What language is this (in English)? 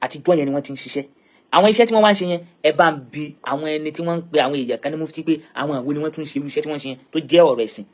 Yoruba